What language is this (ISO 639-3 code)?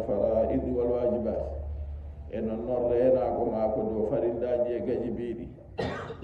fuv